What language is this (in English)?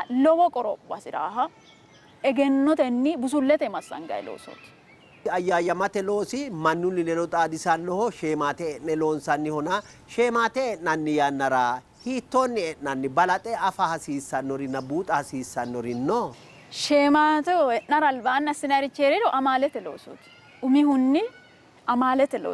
Sidamo